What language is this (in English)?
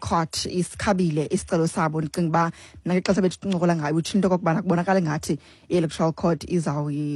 Xhosa